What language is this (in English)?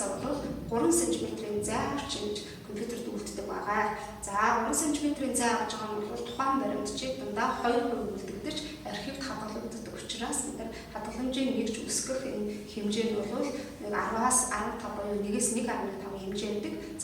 Mongolian